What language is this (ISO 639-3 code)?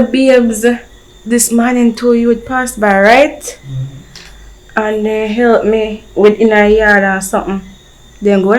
jam